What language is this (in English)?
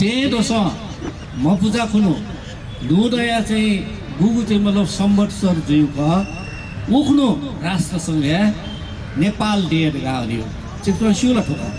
Newari